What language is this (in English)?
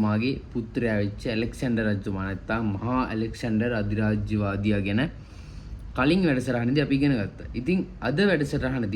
Sinhala